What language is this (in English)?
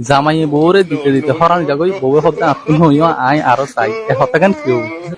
Rohingya